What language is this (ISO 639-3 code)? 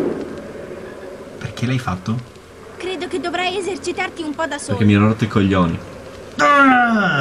ita